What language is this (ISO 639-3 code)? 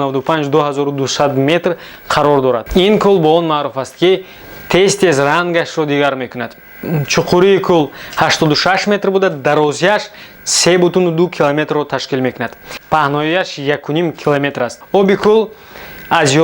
tgk